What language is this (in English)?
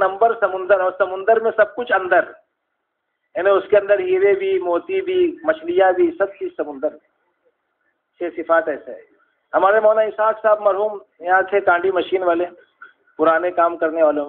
Urdu